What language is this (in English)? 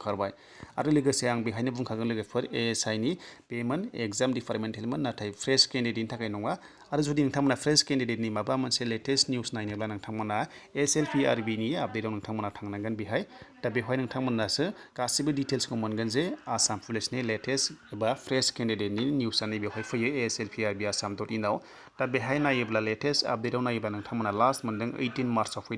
Bodo